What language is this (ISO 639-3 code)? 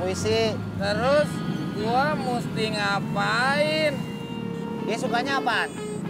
bew